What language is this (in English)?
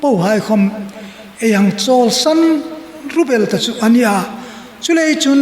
Hmar